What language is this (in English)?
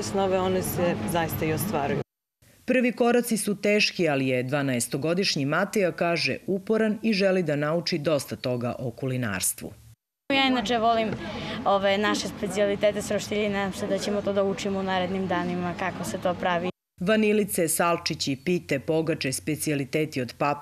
Serbian